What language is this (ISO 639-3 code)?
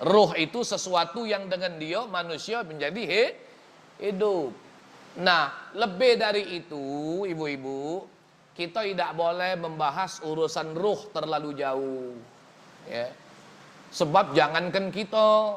mui